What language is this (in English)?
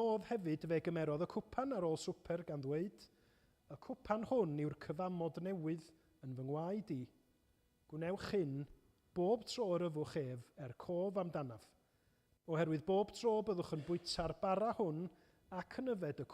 Welsh